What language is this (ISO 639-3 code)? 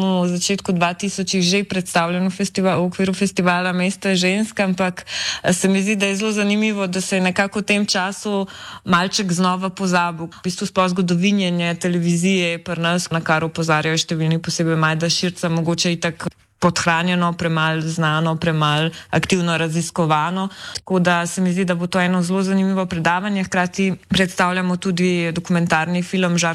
slv